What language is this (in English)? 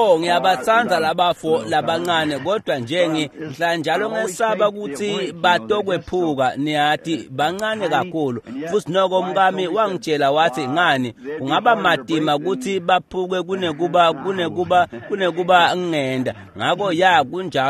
Swati